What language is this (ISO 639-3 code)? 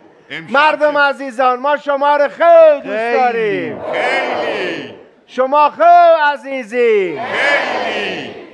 fas